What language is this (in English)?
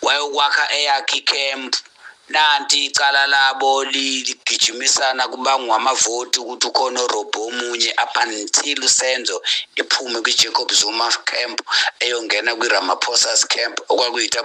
Zulu